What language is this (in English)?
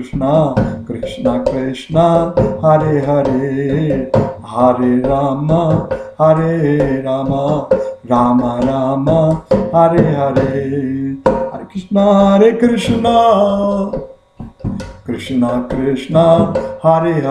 Hindi